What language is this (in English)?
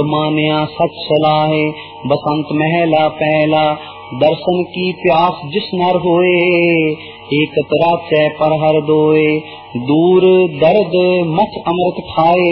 Punjabi